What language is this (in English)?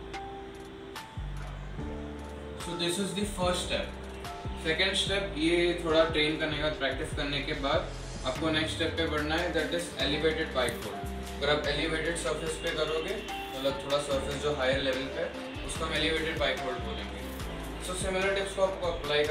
Hindi